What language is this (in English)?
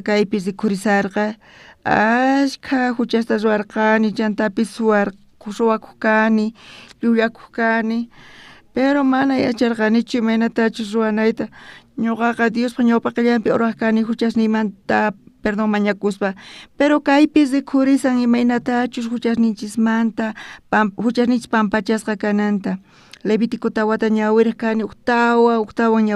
South Bolivian Quechua